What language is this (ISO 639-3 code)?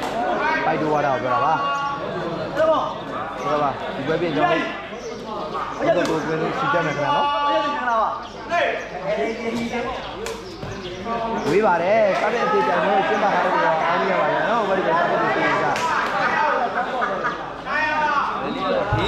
mya